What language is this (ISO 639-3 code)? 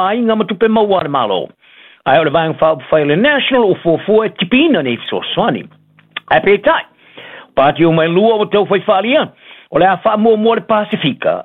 smo